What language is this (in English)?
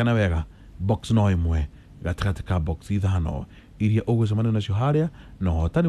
Kikuyu